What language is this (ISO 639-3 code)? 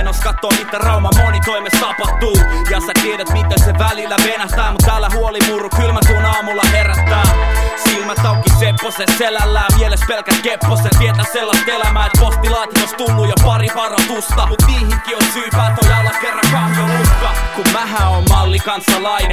fin